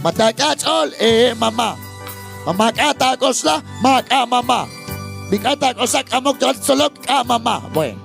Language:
Kekchí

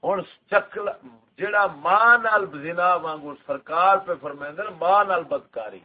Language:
Saraiki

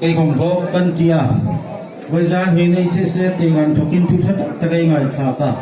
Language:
Hmar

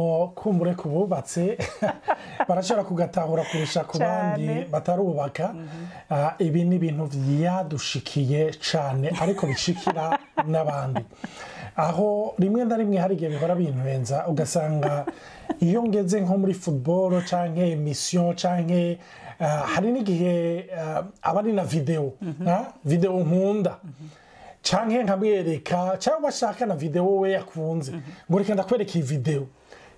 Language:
Rundi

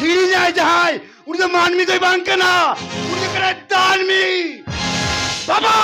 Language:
Santali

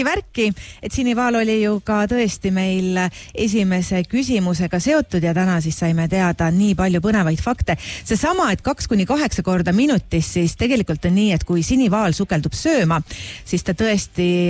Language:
Estonian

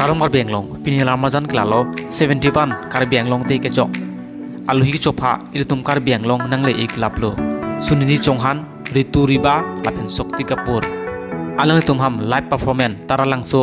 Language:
Karbi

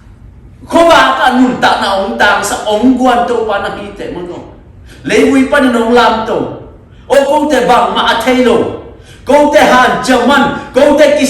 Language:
Tedim Chin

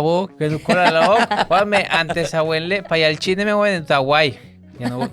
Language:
Yucateco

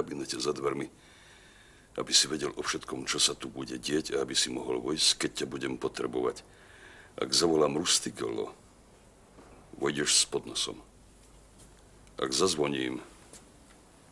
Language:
Slovak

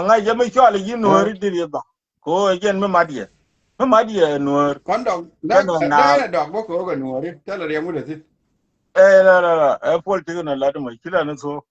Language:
Nuer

